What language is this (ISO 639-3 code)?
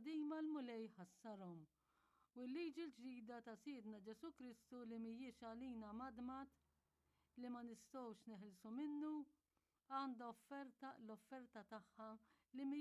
mlt